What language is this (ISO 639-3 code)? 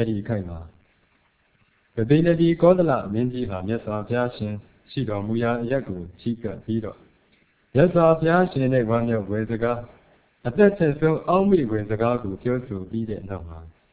mya